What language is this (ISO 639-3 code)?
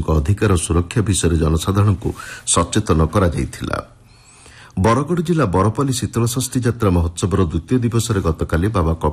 ori